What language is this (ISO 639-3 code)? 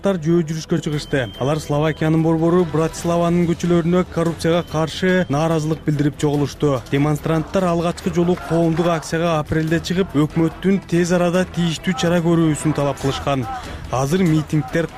kir